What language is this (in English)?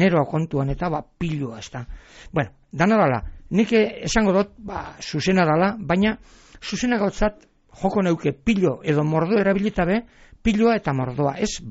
Basque